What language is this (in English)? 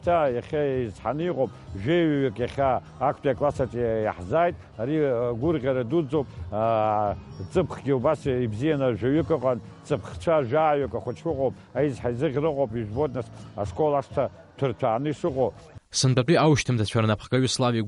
Abkhazian